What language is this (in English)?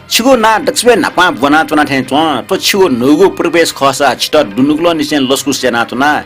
Newari